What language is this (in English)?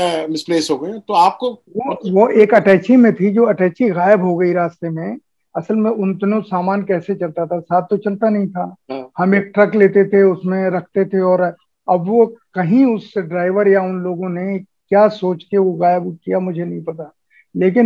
Hindi